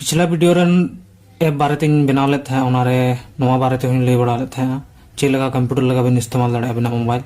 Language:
Santali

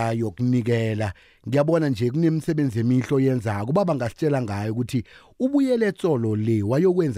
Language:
South Ndebele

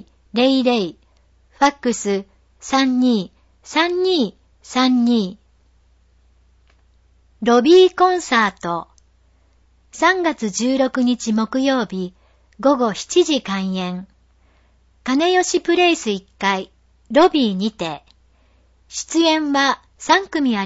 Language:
Japanese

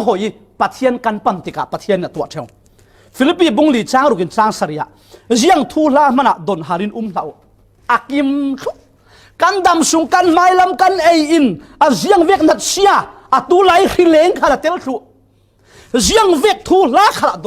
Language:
Falam Chin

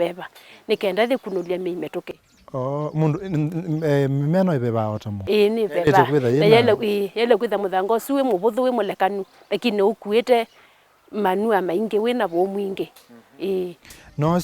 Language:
Kamba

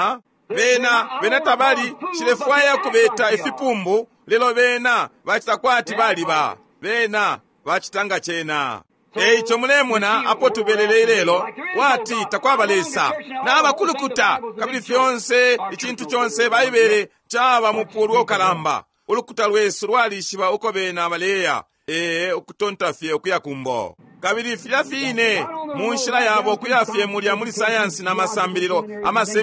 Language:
Bemba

